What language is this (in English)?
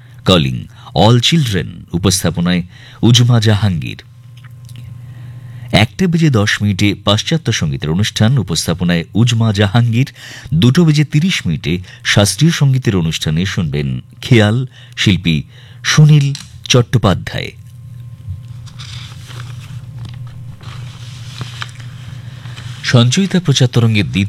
Bangla